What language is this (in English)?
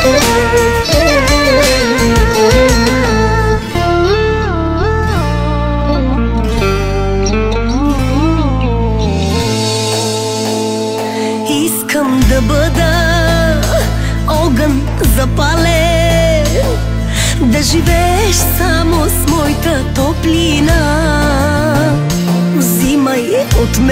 Bulgarian